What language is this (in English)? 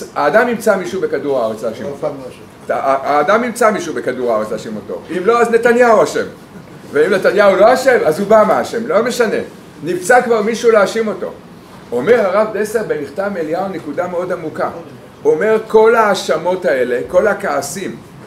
Hebrew